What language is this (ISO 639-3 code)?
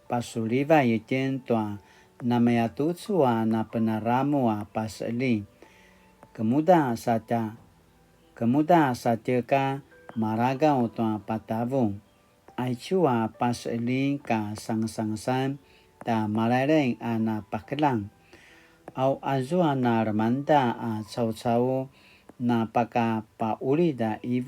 pwn